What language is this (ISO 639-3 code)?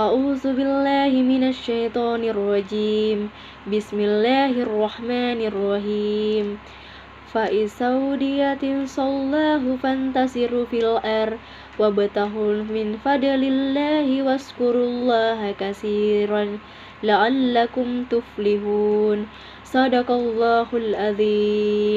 mak